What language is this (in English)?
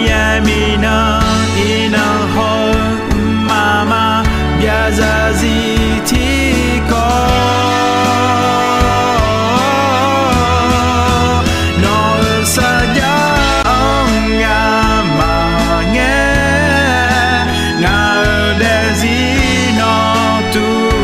Akha